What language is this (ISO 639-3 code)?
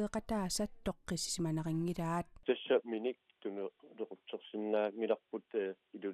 kal